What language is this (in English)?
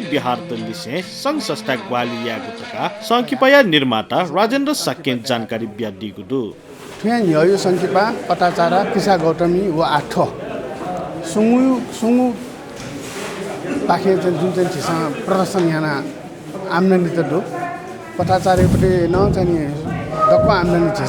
Newari